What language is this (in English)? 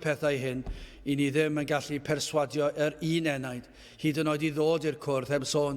Welsh